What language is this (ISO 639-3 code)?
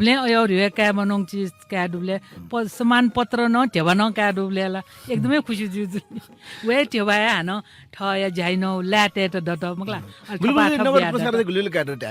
new